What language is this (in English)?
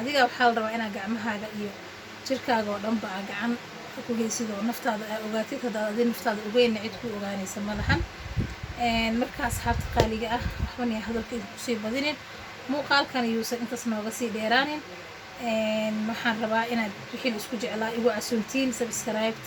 Somali